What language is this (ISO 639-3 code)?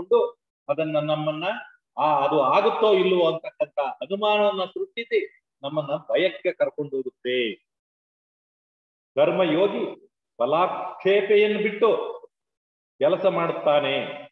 kan